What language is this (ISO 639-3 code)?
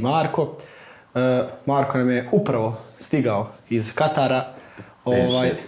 bos